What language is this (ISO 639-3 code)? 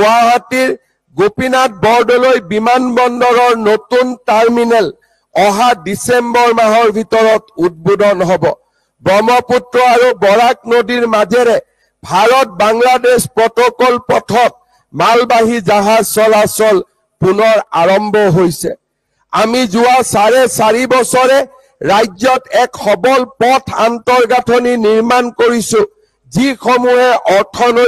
asm